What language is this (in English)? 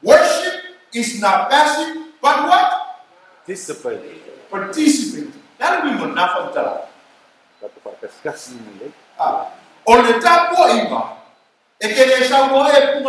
Samoan